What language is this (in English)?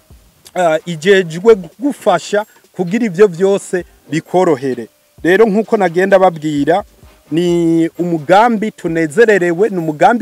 Rundi